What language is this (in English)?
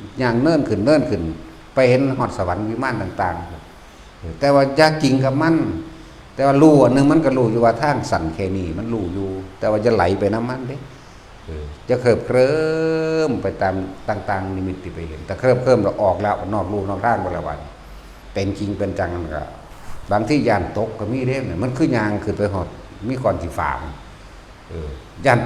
Northeastern Thai